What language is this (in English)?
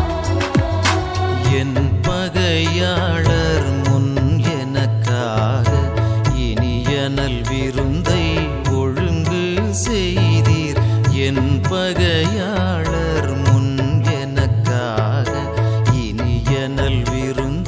Tamil